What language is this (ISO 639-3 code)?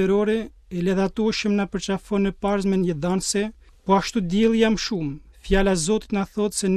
sqi